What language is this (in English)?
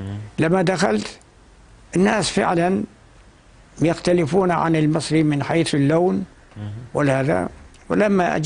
North Levantine Arabic